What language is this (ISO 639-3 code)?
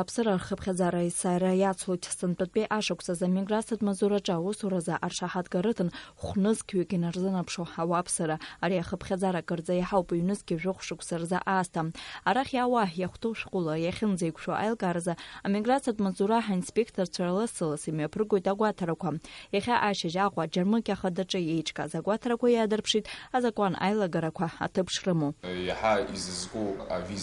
abk